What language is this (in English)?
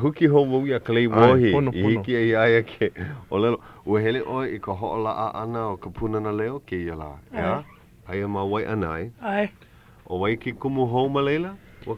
Hawaiian